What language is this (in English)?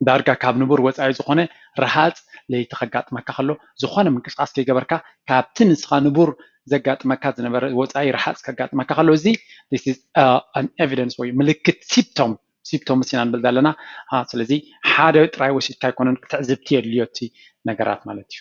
Tigrinya